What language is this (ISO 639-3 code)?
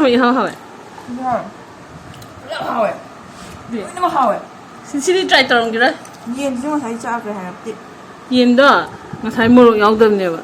mni